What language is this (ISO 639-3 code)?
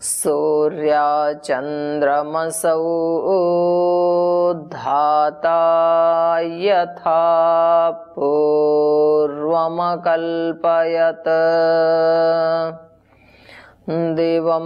san